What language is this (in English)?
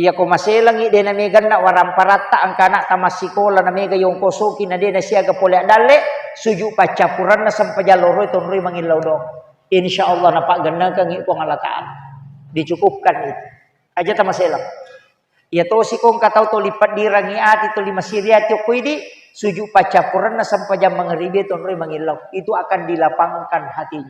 Buginese